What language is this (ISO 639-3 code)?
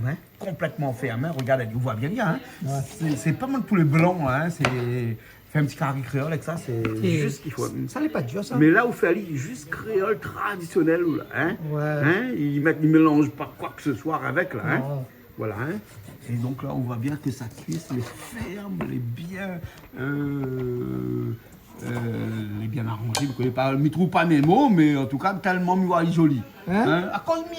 rcf